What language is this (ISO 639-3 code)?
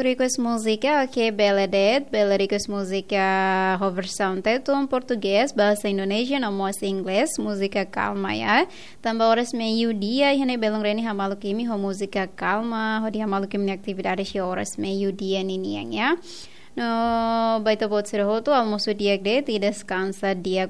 tet